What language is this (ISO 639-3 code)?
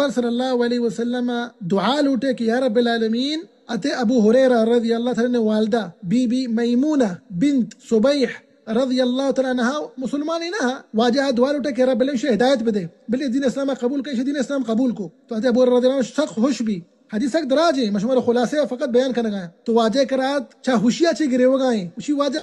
bal